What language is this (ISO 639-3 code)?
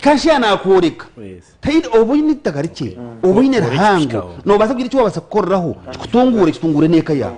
nyn